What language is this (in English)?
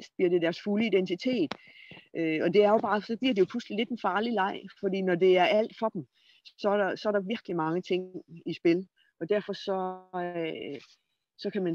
Danish